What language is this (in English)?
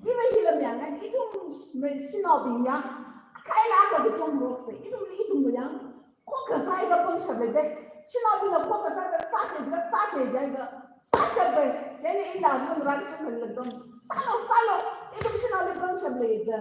Tangkhul Naga (India)